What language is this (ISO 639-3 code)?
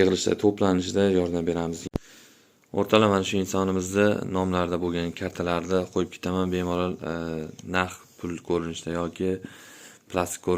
uzb